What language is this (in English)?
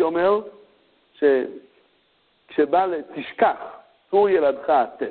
Hebrew